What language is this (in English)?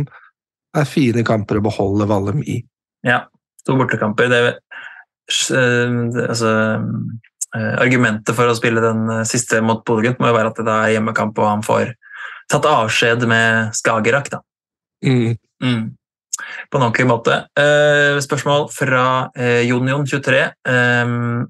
Norwegian